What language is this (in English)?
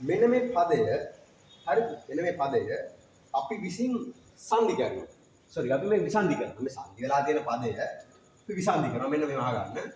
Sinhala